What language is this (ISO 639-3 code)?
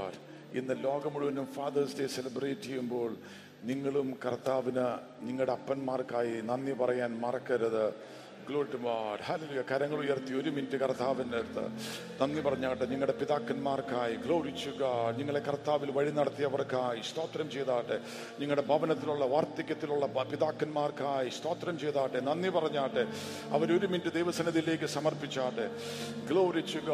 mal